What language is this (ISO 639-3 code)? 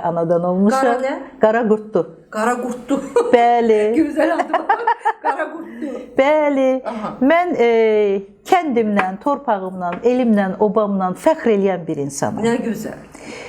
aze